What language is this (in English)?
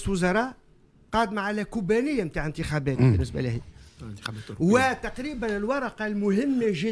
Tunisian Arabic